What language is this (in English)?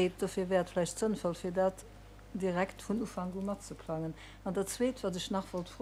Luxembourgish